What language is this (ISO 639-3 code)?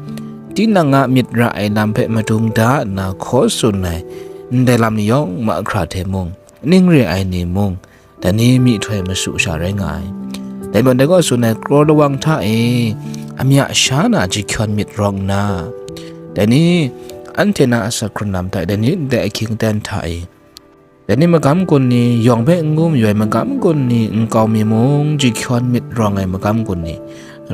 kac